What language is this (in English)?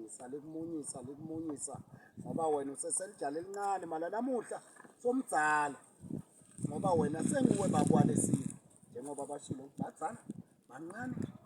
Swati